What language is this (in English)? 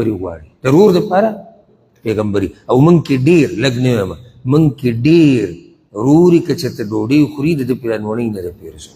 Pashto